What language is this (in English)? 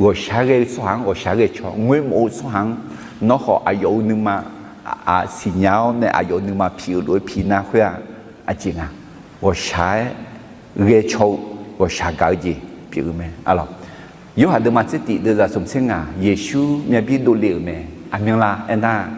Akha